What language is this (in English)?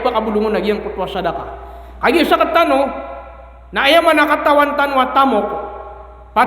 Maranao